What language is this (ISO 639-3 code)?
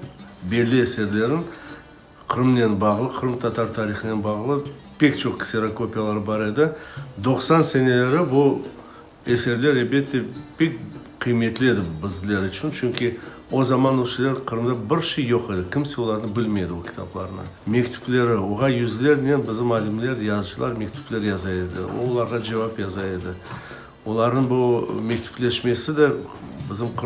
crh